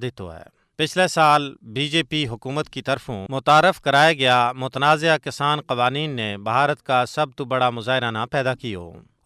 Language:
Gujari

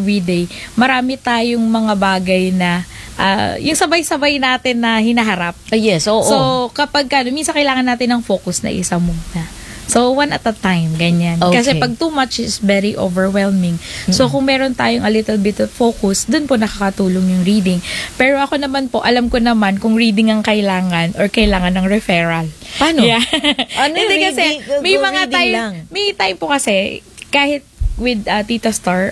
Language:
Filipino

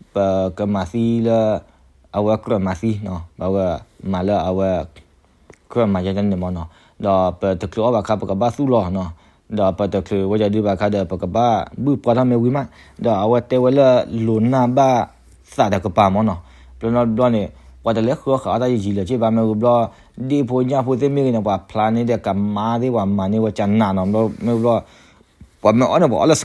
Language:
S'gaw Karen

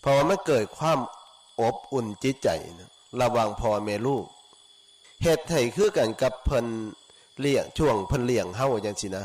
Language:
Northeastern Thai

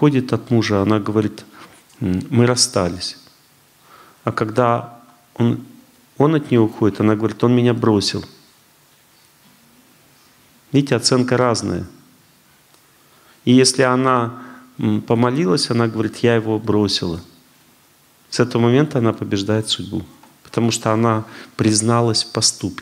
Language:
Russian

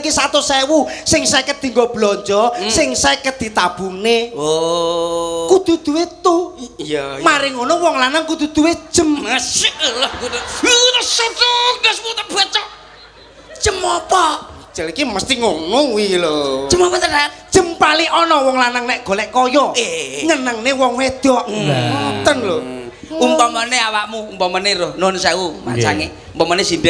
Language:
Javanese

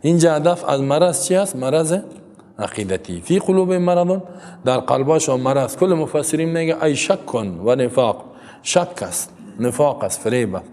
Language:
Persian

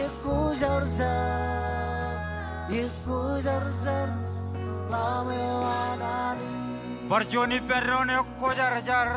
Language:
Marshallese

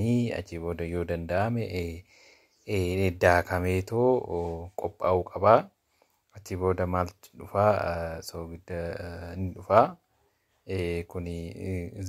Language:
Oromo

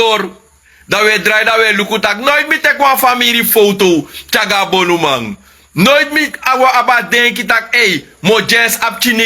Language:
Sranan Tongo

